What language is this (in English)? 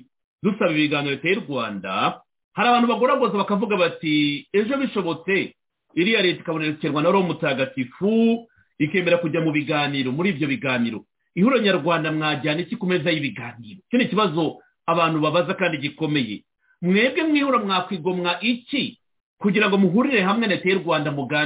Kinyarwanda